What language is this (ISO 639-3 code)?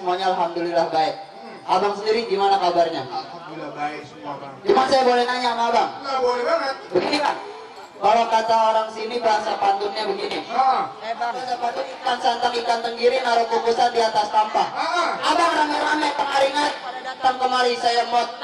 bew